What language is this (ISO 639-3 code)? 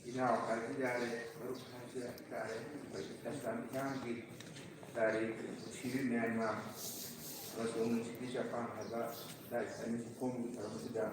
mni